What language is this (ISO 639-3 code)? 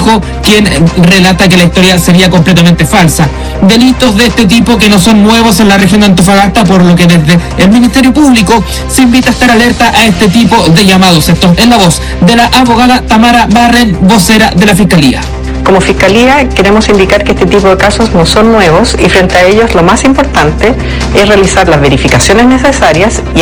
spa